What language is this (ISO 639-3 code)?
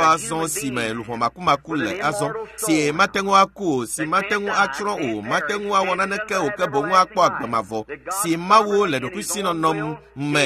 ewe